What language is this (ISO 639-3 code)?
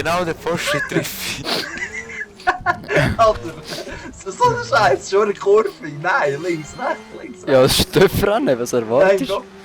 gsw